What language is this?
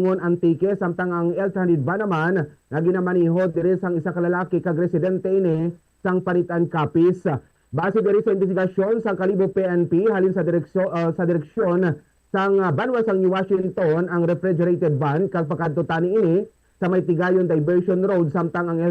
Hiligaynon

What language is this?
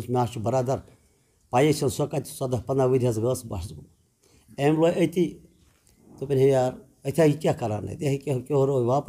Kashmiri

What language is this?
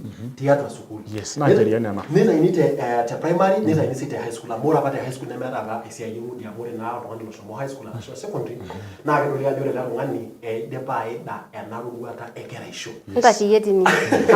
Masai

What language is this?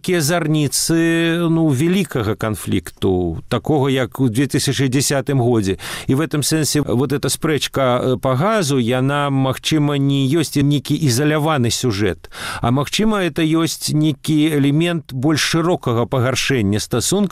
Belarusian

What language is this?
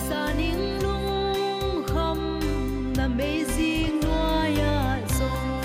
Paite Chin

